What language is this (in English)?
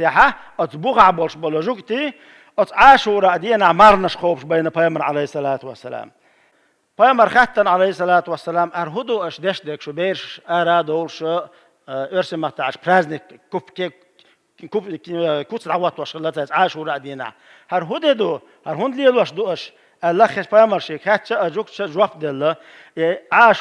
Chechen